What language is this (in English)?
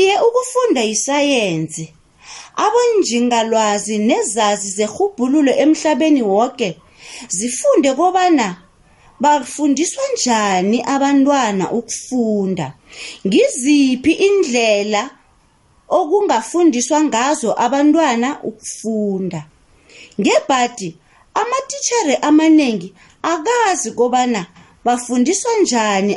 South Ndebele